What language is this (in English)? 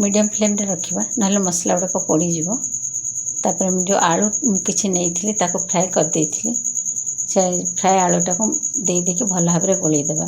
Odia